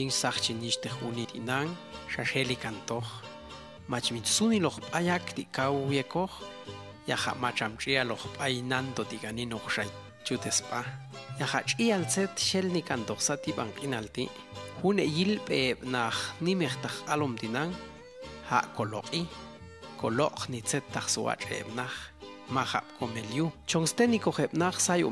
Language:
Popti'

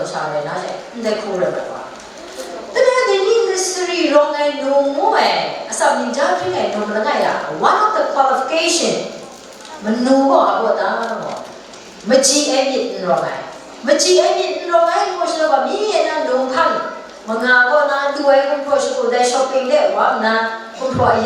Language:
Kachin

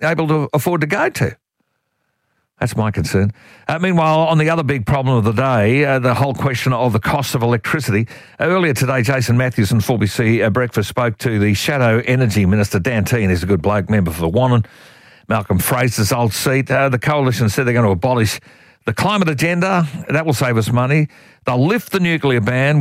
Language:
English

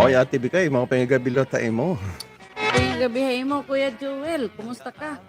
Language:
Waray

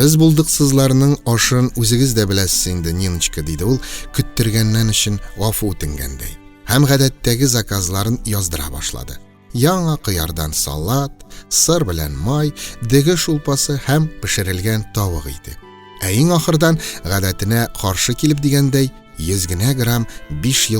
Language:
Tatar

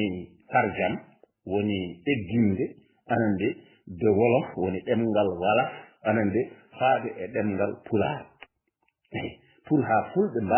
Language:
Fula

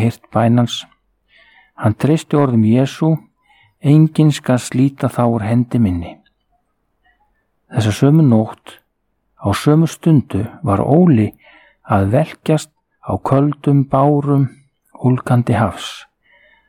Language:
Icelandic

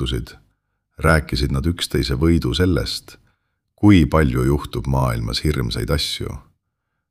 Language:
Estonian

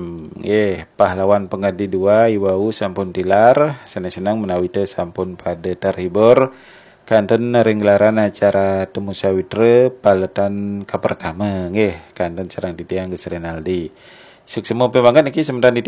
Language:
Balinese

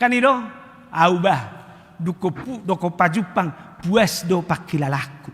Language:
Batak Toba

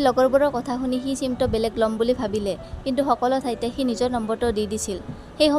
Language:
Assamese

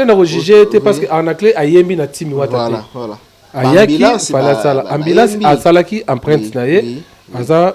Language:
Lingala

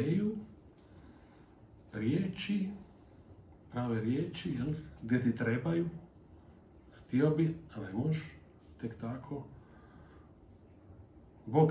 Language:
Croatian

